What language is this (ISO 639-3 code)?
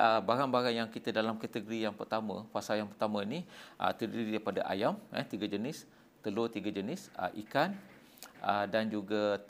msa